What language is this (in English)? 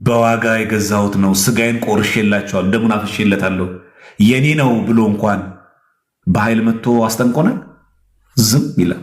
Amharic